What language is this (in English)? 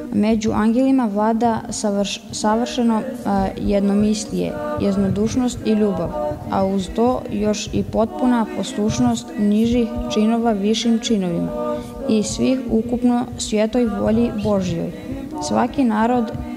Serbian